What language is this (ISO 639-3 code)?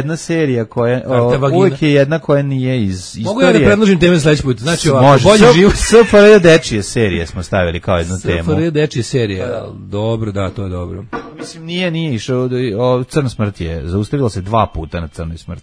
srp